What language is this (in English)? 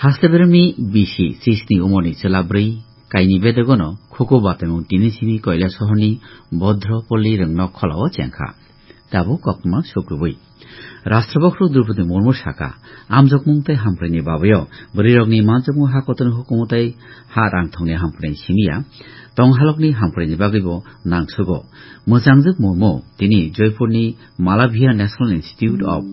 Kok Borok